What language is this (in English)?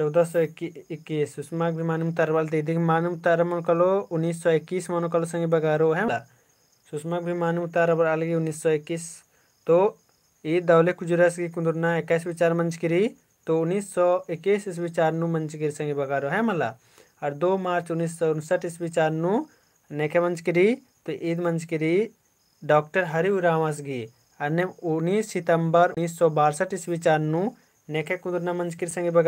Kurukh